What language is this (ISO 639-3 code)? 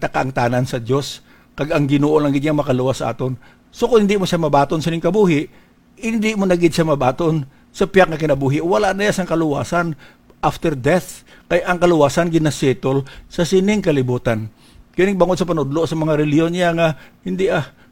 hil